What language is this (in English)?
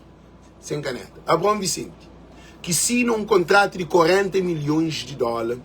Kabuverdianu